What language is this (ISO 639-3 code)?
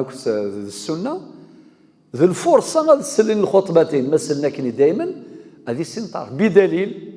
kab